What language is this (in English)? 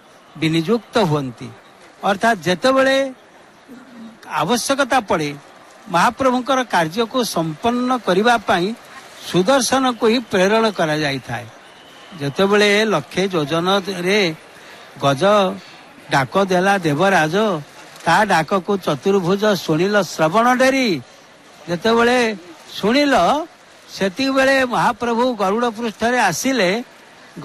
Odia